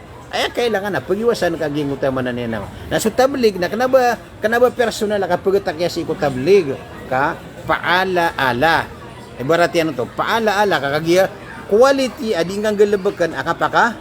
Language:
Maranao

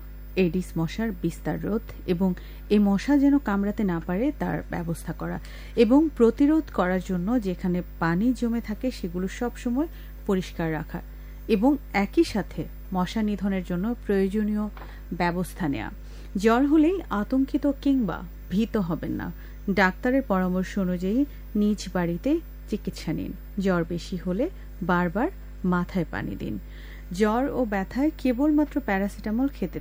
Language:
Bangla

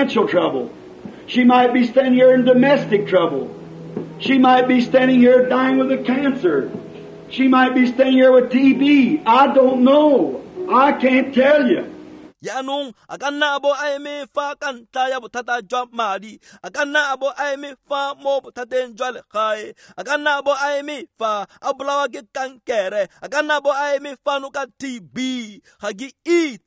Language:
Tswana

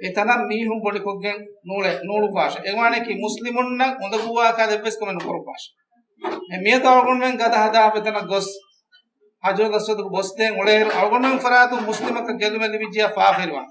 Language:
Divehi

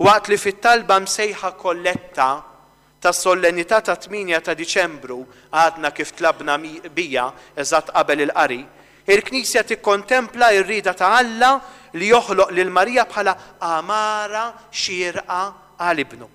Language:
Maltese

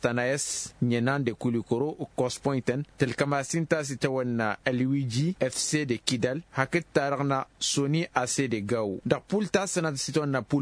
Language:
Tamasheq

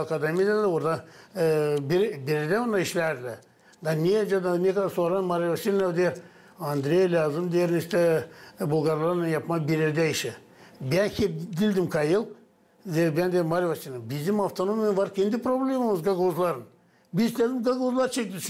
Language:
Gagauz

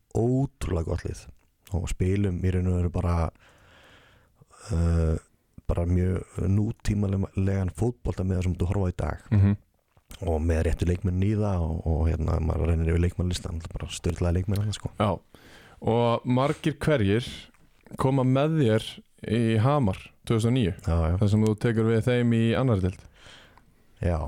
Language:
Icelandic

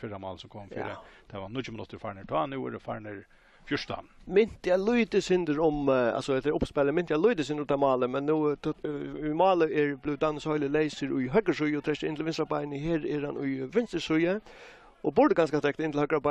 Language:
Faroese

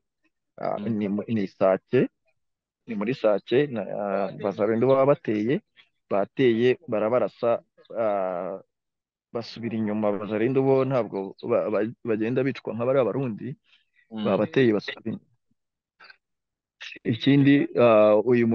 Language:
Kinyarwanda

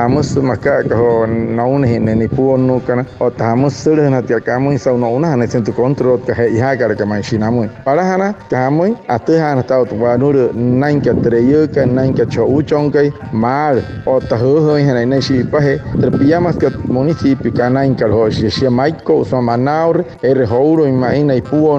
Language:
Wayuu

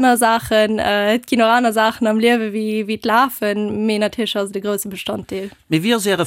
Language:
Luxembourgish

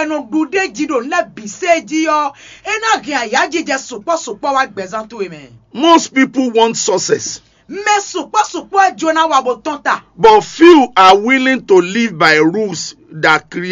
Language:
Fon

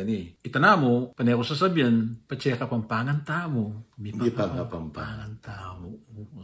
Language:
Pampanga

